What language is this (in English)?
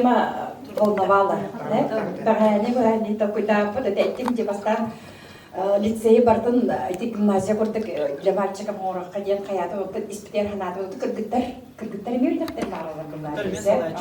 Yakut